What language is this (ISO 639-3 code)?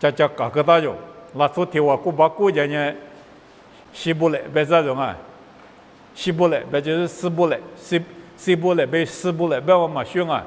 lis